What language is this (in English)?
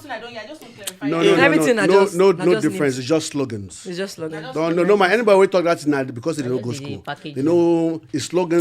Nigerian Pidgin